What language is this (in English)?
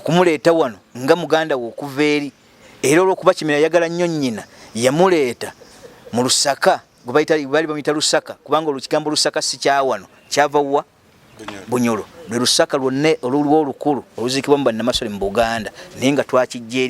Ganda